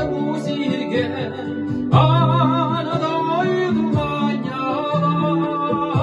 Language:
Yakut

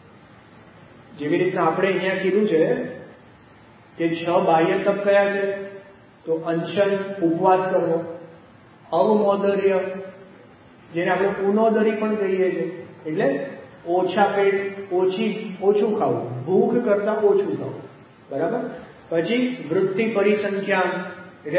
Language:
Gujarati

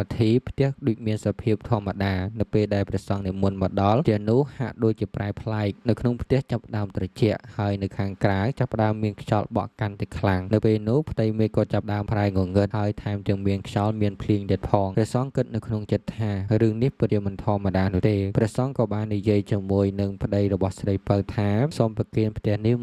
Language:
Khmer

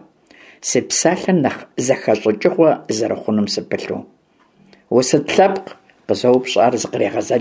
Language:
Kabardian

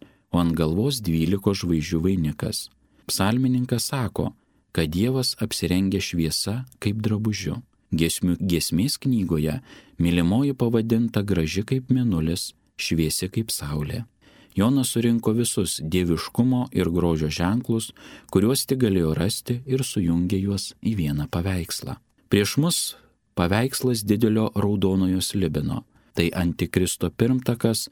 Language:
Lithuanian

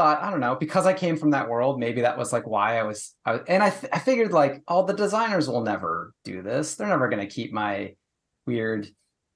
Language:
English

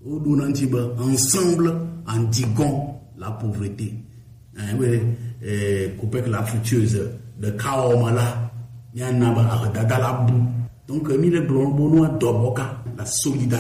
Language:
Gen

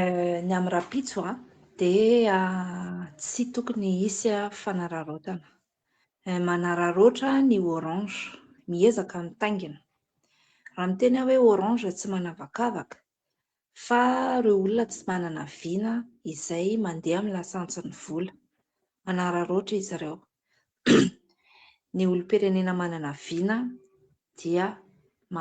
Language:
Malagasy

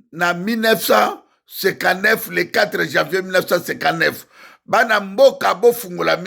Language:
Lingala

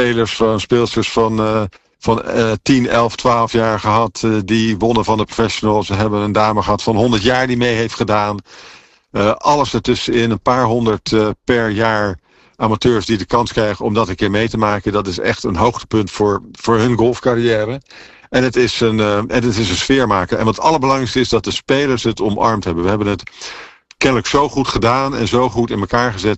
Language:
Dutch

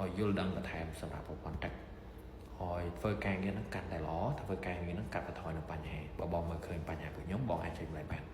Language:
Khmer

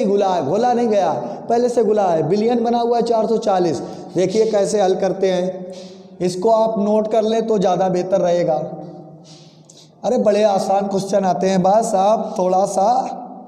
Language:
Hindi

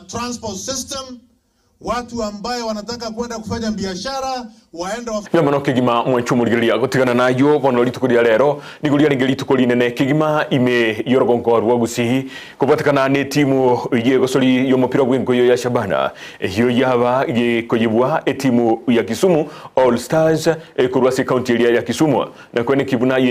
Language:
Gusii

